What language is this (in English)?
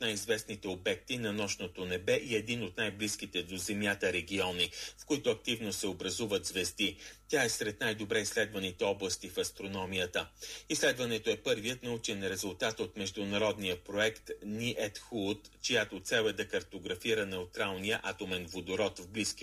Bulgarian